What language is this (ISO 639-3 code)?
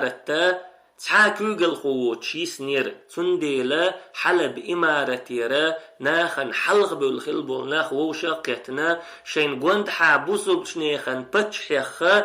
che